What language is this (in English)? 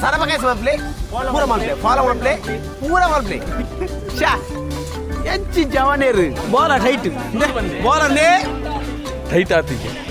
Tulu